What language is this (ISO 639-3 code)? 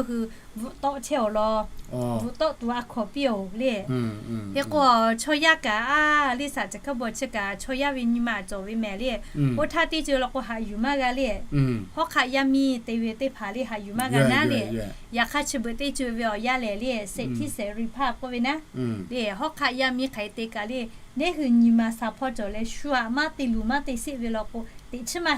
lhu